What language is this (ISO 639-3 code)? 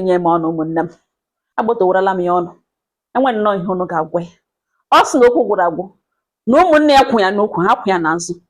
ibo